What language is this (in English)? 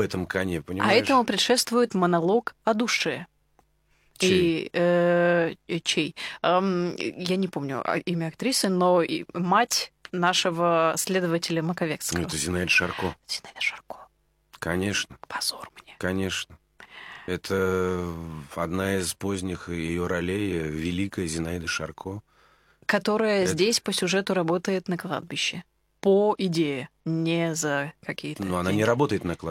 Russian